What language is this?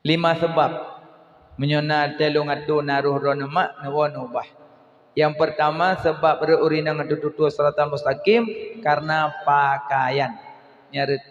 Achinese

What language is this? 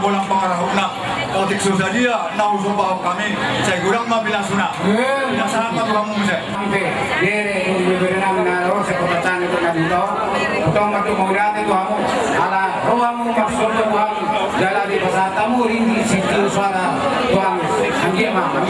Batak Toba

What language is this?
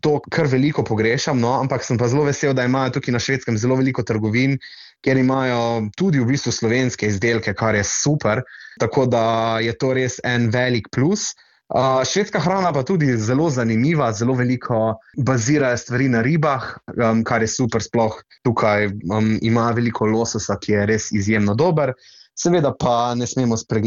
Slovenian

